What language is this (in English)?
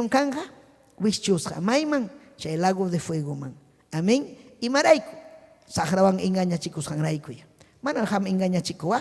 Ayacucho Quechua